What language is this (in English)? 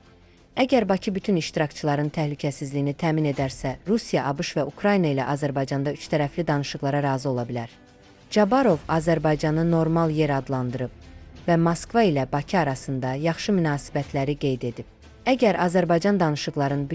Azerbaijani